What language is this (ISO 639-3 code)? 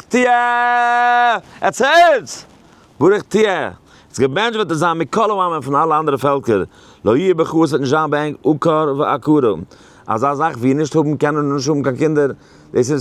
yid